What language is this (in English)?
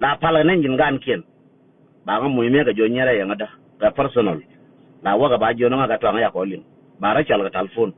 Nuer